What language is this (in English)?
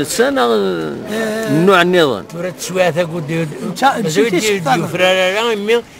Kabyle